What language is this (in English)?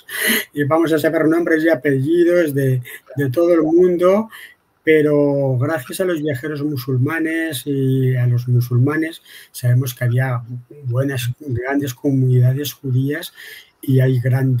Ladino